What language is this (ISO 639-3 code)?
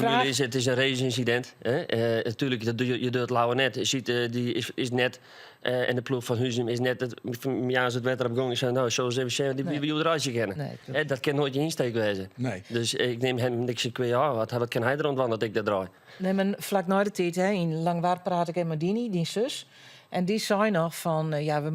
fry